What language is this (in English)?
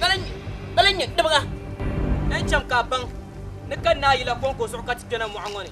Dagbani